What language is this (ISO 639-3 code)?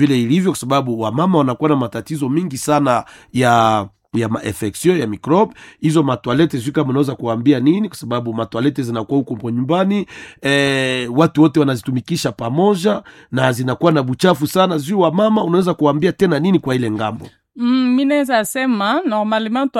swa